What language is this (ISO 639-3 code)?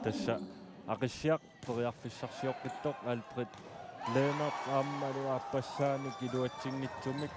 kal